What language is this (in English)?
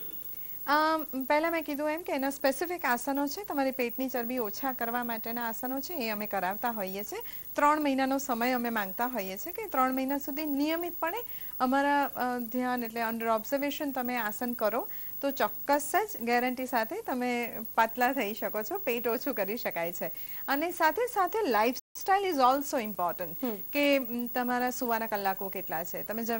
Gujarati